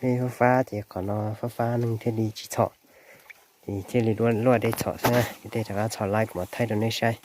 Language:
Hmong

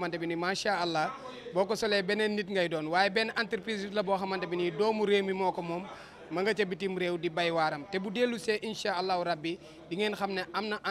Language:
Wolof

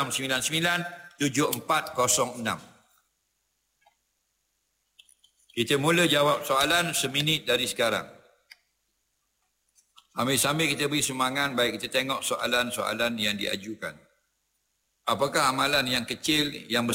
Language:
Malay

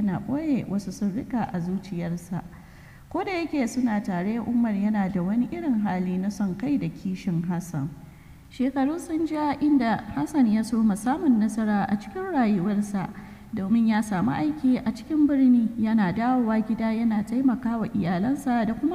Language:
Hausa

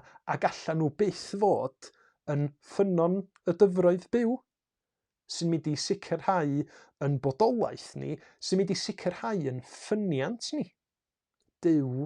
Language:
Welsh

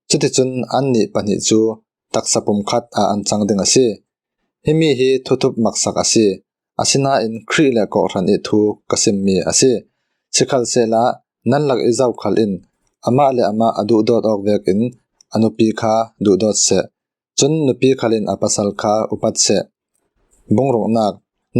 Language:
Falam Chin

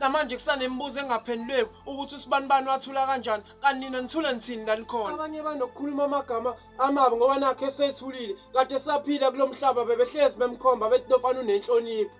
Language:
Zulu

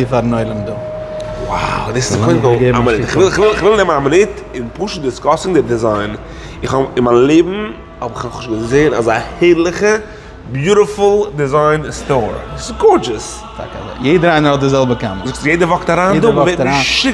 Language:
Yiddish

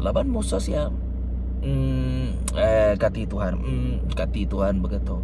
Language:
Iban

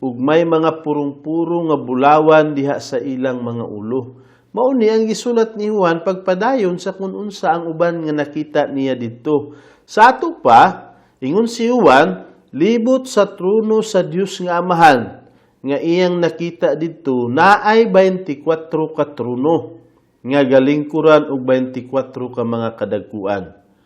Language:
Cebuano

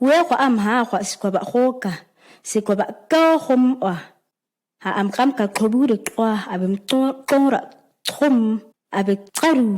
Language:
ǁGana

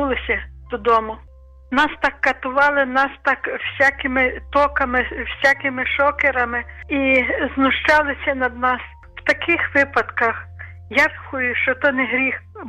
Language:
Ukrainian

